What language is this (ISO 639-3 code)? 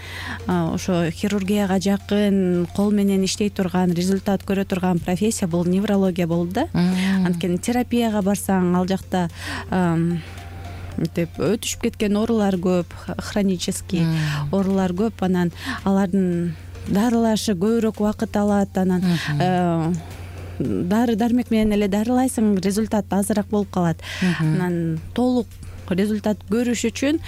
kir